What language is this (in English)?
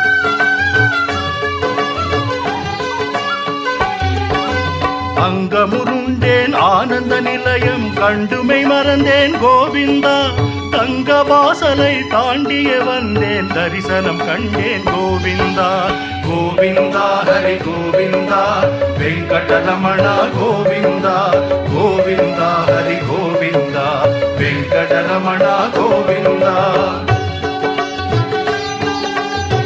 Tamil